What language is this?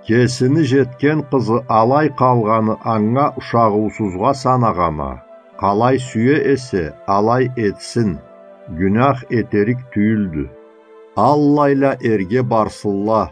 Karachay-Balkar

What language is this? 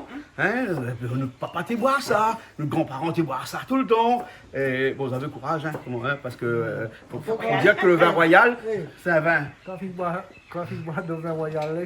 Réunion Creole French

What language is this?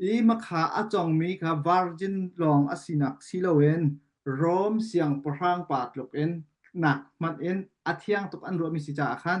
Hakha Chin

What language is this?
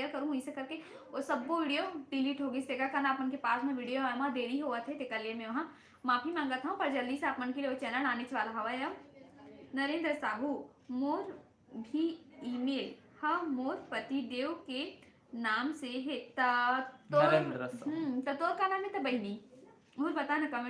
Chhattisgarhi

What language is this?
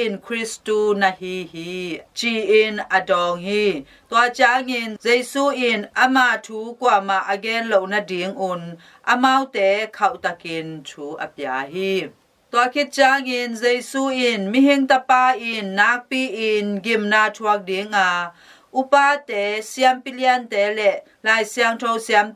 Tedim Chin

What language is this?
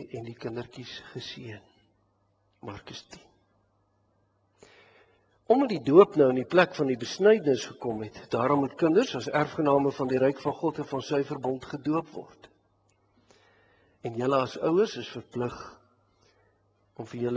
Afrikaans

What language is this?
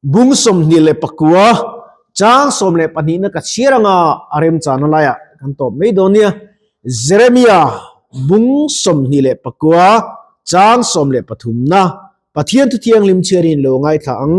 Mizo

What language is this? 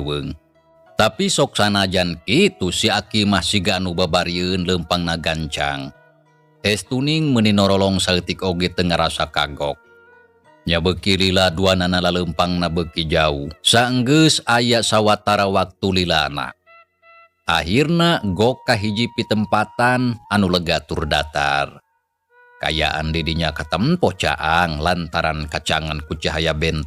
Sundanese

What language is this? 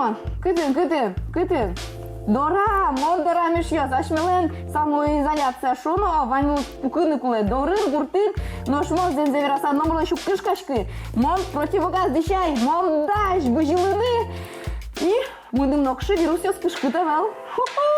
Udmurt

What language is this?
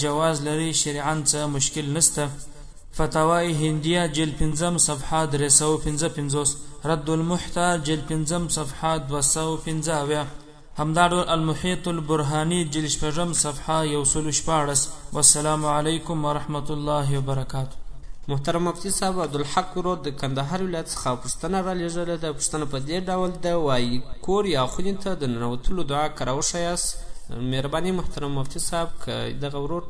Pashto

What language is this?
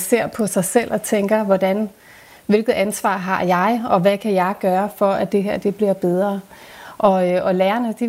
Danish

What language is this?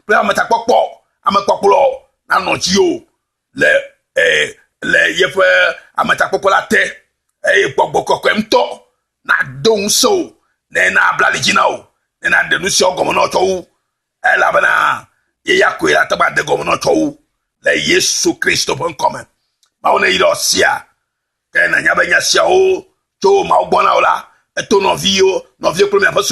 Ewe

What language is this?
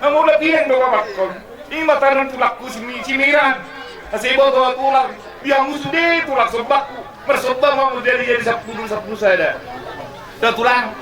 Batak Toba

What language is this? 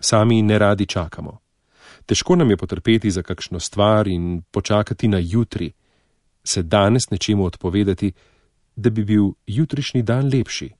Slovenian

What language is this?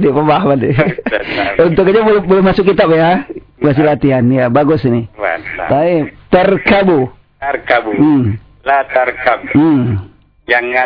Indonesian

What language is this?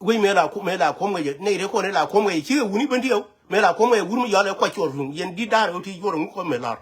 Nuer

